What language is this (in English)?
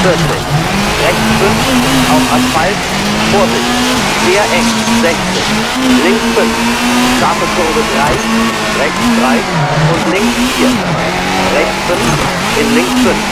Bavarian